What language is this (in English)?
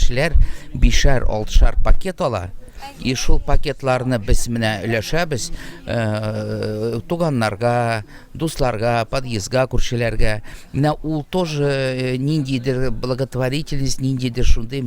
Tatar